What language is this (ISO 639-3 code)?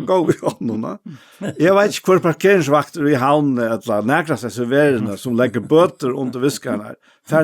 fao